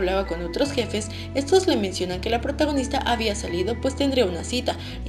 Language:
Spanish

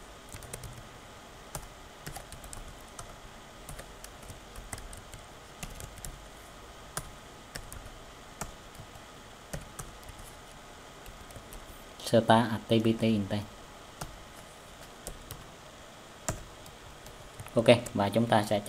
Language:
Vietnamese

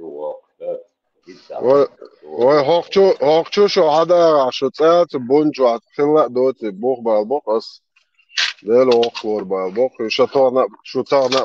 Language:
Chechen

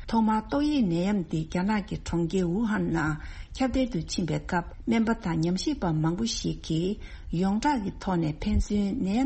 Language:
Tibetan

